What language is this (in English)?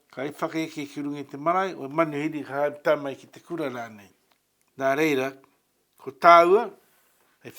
Māori